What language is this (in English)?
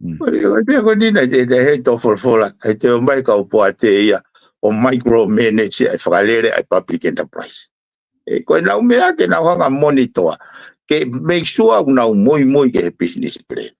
Tongan